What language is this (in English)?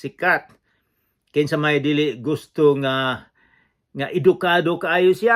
Cebuano